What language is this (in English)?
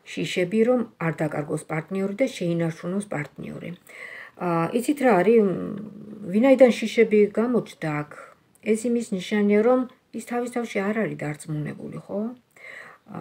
Georgian